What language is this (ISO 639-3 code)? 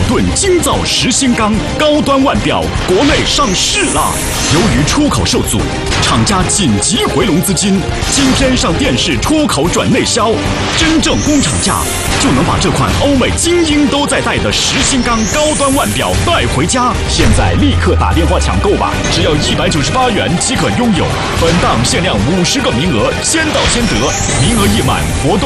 zho